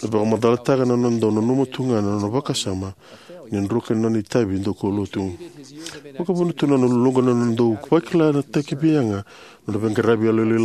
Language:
Fijian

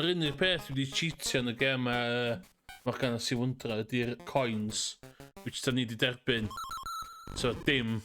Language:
Welsh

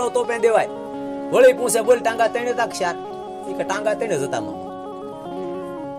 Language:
Gujarati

